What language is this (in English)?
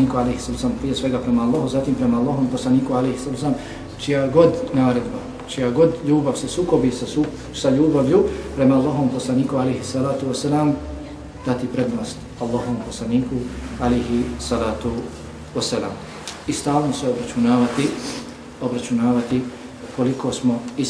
Bosnian